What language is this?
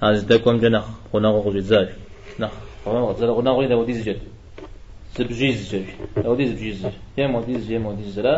Kabardian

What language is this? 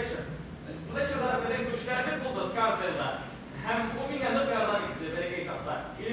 Bashkir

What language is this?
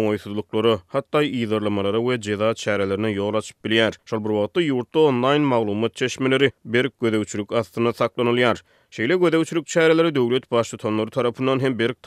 Turkmen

